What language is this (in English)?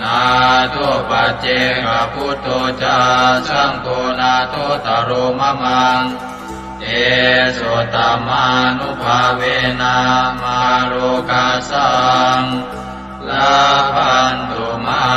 Pali